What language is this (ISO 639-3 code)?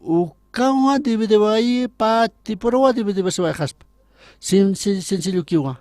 aym